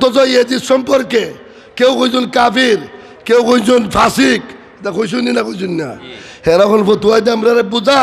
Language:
Sylheti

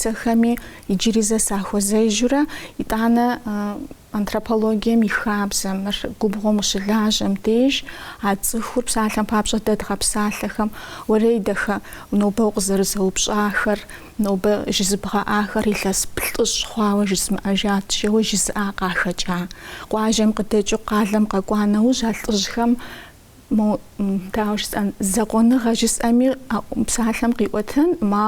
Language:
Kabardian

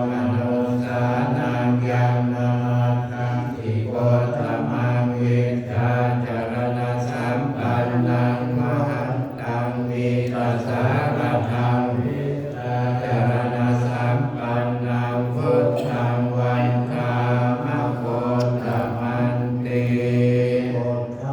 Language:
Pali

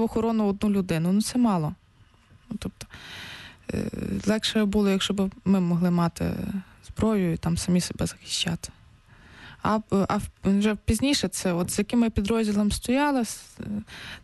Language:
Ukrainian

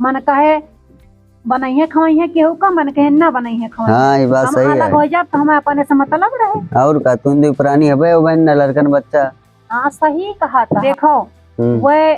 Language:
Awadhi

